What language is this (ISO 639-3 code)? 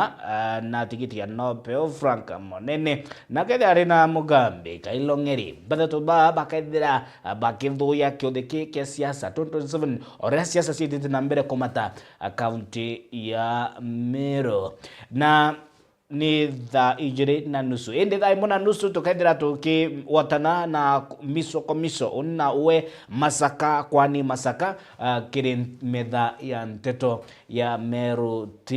mer